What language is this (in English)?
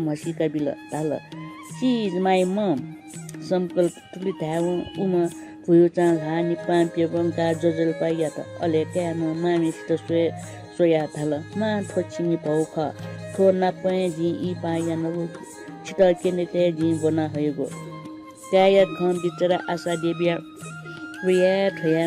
Newari